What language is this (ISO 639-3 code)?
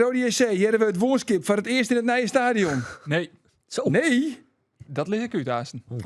fry